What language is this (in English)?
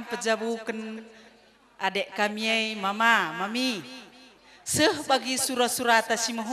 Batak Karo